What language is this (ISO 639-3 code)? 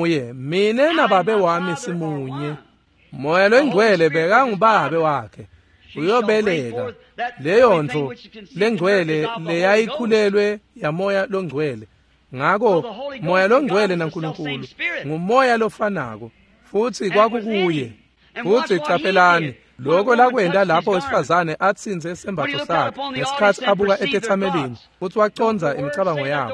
ssw